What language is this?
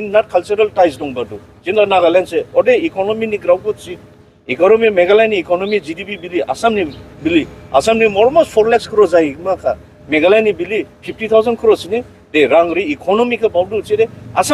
Dimasa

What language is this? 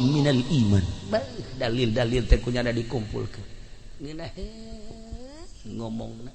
Sundanese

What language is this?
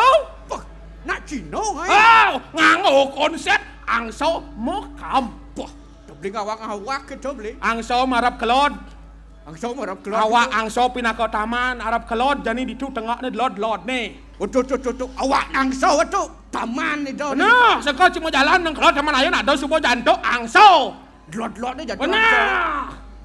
Balinese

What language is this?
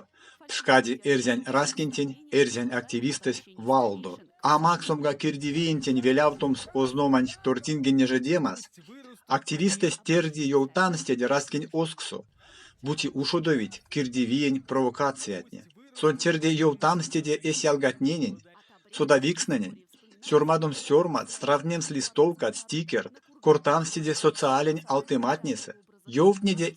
Erzya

